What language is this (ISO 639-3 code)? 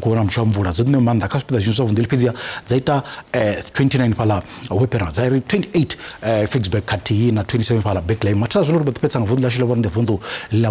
ven